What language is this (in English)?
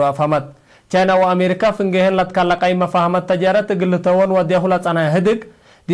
Tigre